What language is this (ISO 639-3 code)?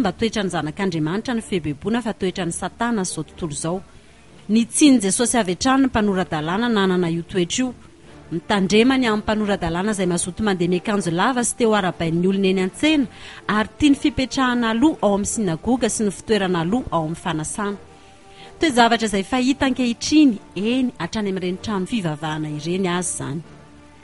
mlg